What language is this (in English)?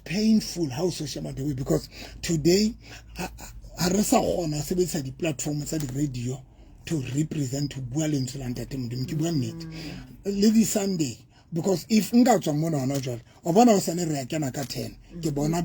Southern Sotho